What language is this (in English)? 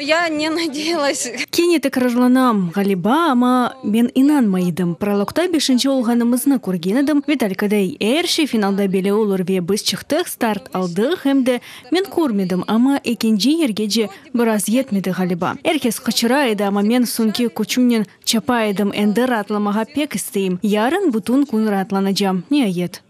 Crimean Tatar